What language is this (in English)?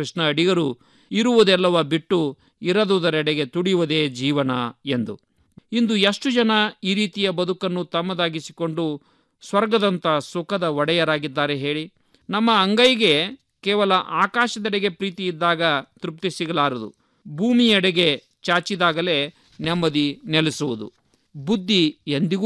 Kannada